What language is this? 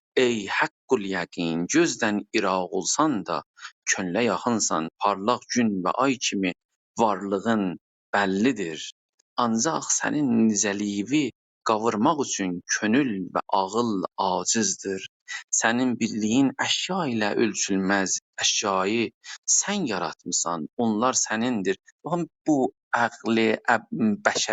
South Azerbaijani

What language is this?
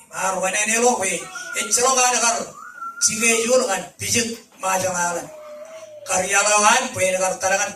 Marshallese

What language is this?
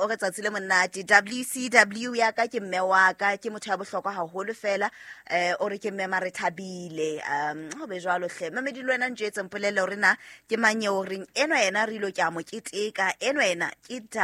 Southern Sotho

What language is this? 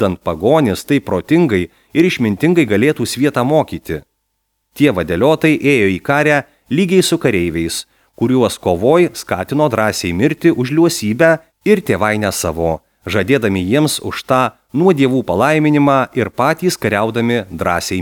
Lithuanian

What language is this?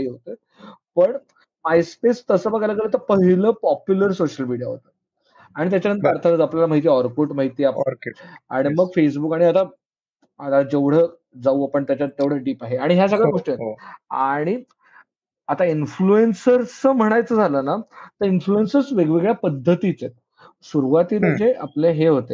Marathi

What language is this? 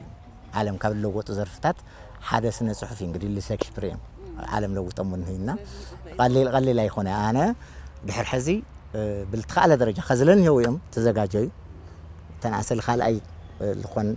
Tigrinya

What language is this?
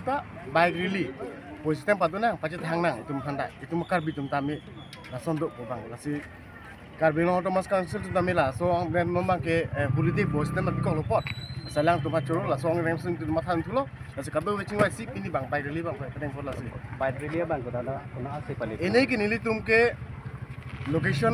Karbi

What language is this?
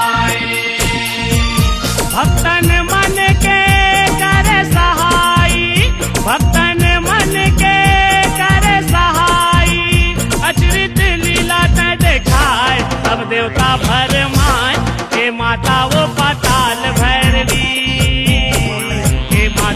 Chhattisgarhi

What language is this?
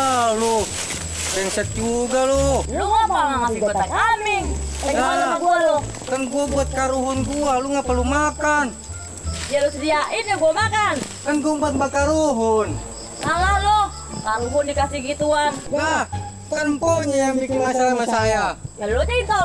Betawi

